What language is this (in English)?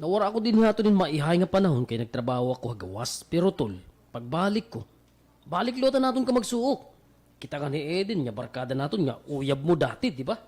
Waray